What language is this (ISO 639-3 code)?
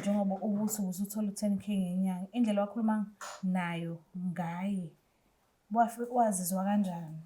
zul